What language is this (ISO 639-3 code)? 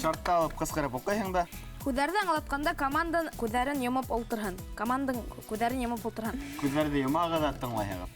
bak